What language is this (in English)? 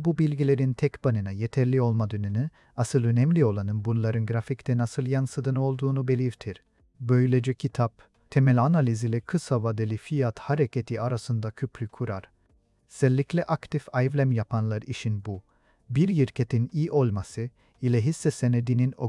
Turkish